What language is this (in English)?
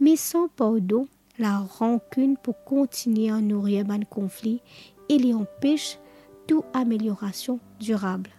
Morisyen